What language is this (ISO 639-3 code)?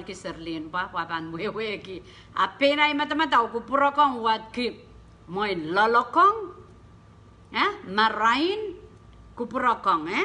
pon